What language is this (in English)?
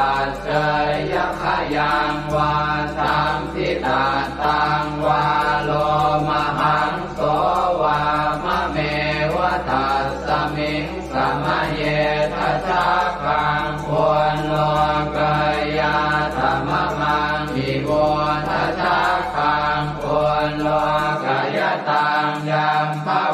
Pali